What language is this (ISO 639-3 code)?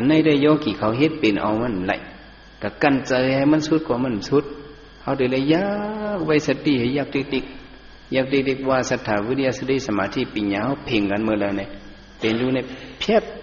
shn